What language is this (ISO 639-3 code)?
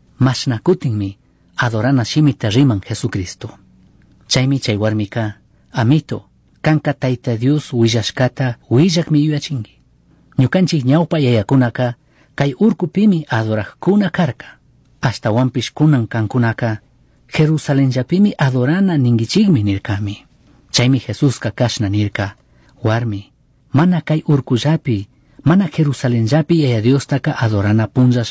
qug